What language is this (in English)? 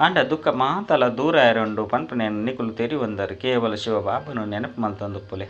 Tulu